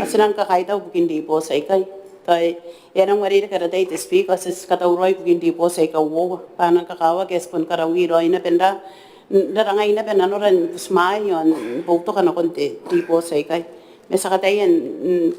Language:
Gilbertese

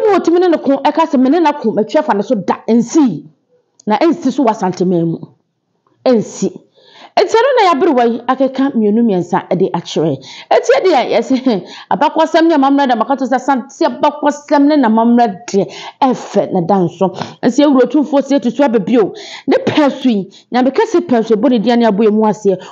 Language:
Akan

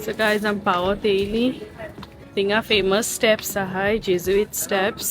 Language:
Konkani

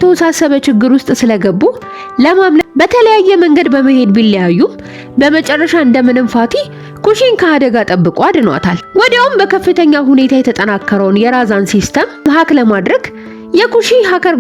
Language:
Amharic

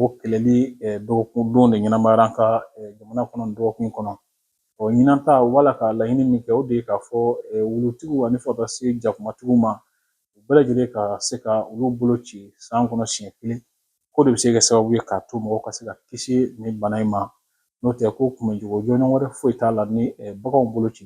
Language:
Bambara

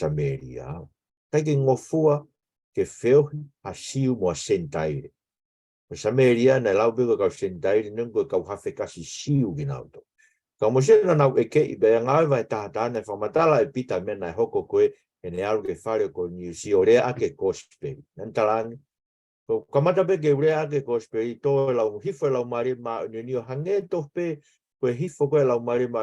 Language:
Tongan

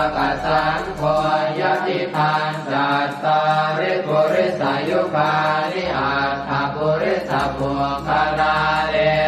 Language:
Pali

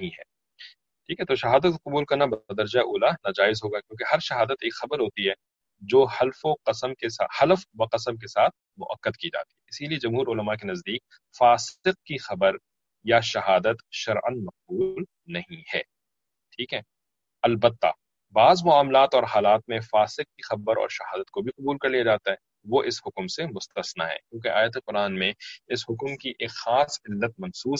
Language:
Urdu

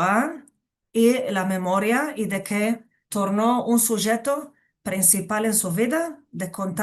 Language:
Ladino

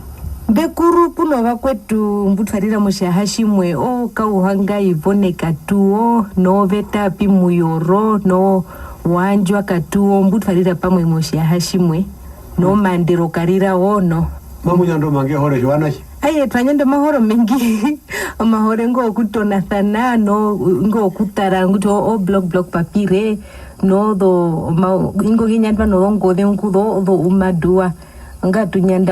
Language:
Herero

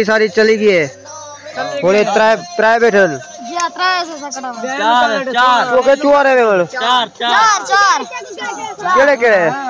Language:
Saraiki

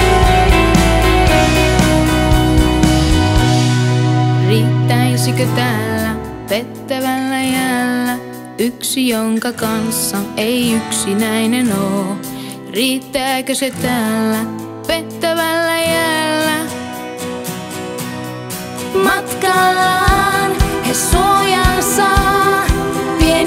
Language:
Finnish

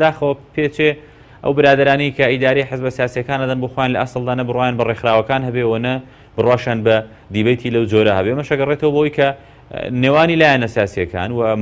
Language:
Central Kurdish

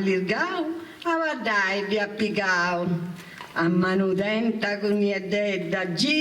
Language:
Sardinian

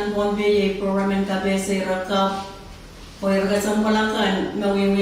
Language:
Pohnpeian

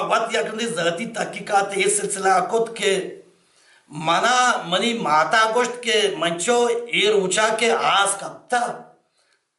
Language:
Baluchi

